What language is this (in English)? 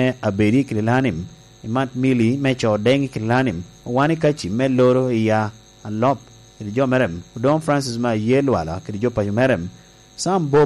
Lango (Uganda)